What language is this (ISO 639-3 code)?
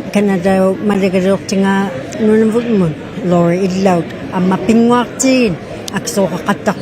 iku